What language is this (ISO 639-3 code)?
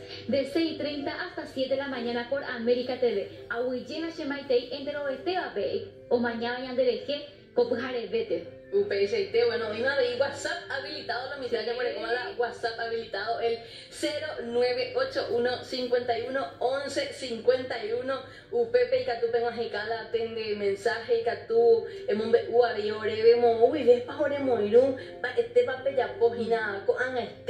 grn